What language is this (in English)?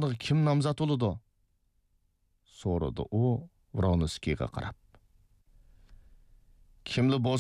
Uyghur